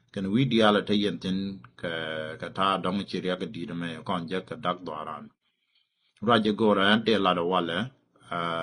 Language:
Nuer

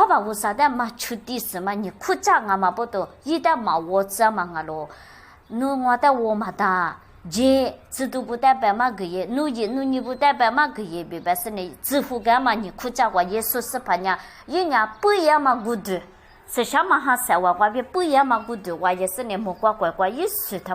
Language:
Lisu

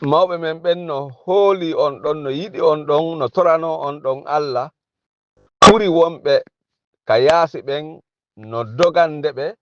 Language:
Fula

